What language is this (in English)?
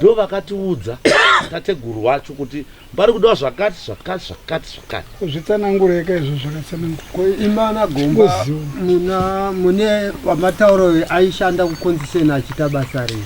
Shona